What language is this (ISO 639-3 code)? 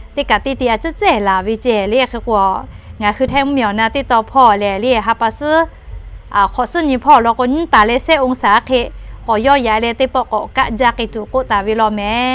lhu